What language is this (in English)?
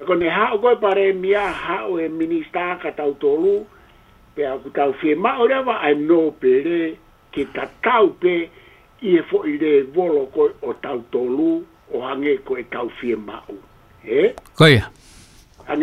Tongan